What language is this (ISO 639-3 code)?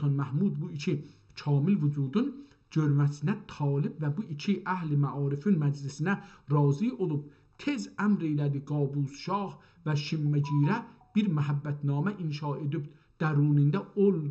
azb